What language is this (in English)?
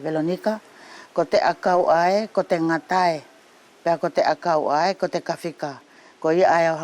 Wallisian